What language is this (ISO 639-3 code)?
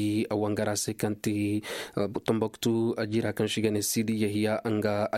dje